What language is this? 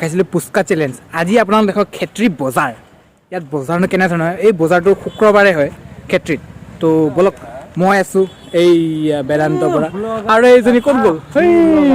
Assamese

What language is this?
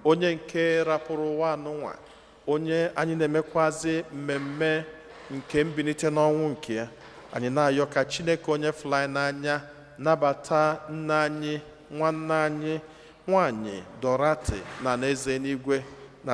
Igbo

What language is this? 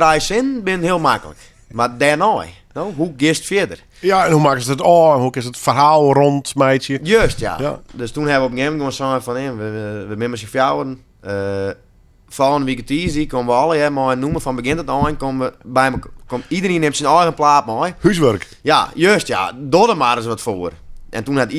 Western Frisian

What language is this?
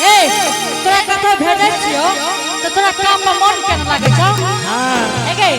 Angika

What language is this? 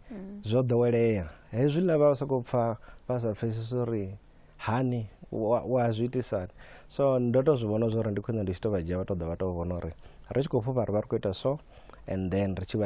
Venda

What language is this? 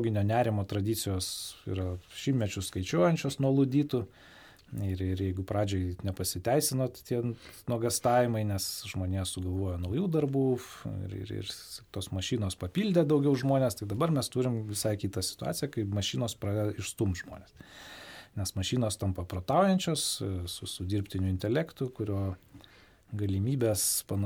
Lithuanian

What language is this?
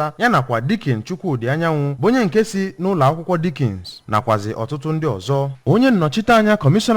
Igbo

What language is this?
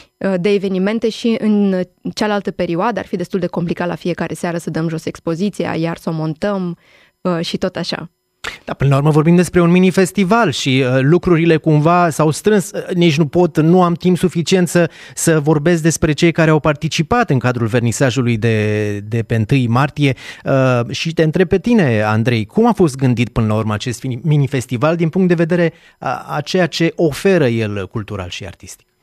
Romanian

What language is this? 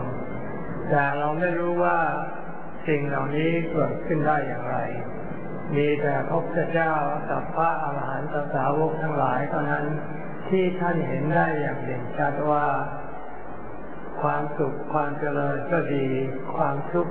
Thai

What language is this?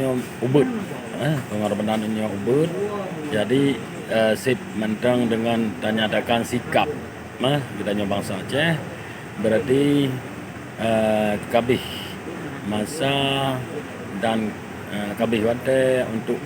Achinese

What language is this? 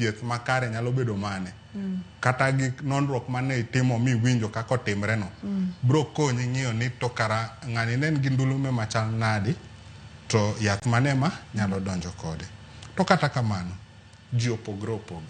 Luo (Kenya and Tanzania)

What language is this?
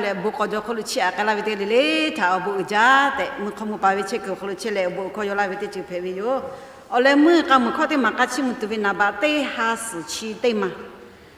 Lahu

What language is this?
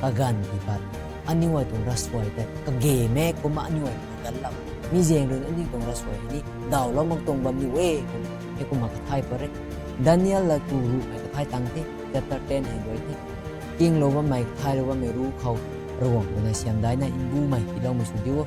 Rongmei Naga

